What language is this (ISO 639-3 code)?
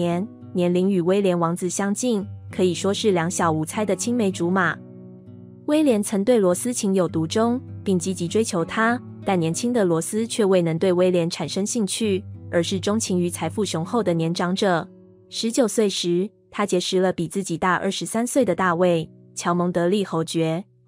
zho